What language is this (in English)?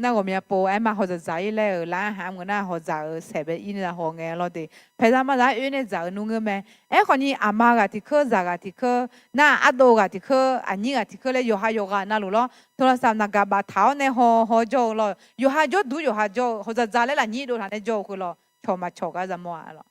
Akha